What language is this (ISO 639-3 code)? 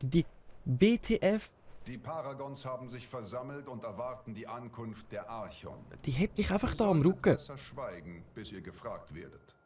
gsw